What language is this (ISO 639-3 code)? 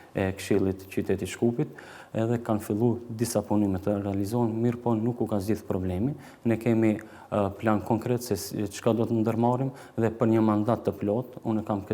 sqi